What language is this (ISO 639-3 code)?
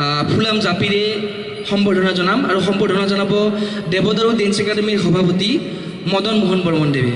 asm